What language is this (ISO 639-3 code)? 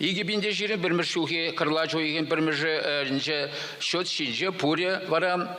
chv